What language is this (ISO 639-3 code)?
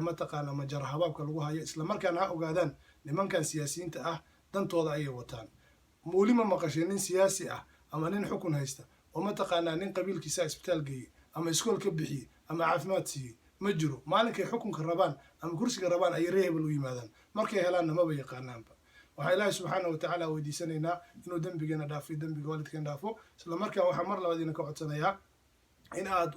som